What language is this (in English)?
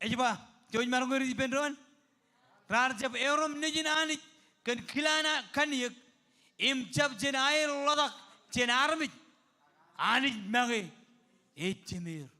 Marshallese